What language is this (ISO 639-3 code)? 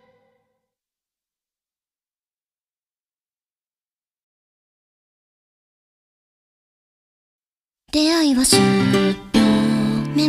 jpn